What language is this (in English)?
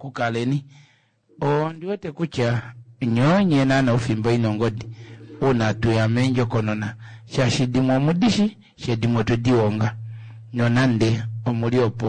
Kuanyama